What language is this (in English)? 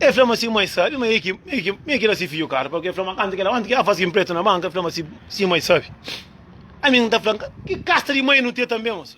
Kabuverdianu